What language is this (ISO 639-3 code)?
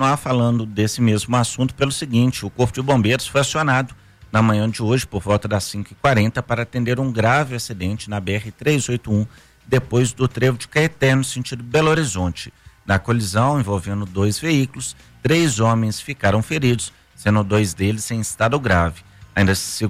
por